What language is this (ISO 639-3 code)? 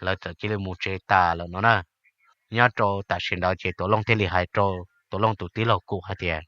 hmn